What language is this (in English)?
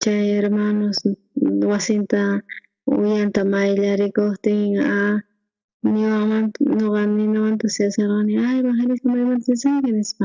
South Bolivian Quechua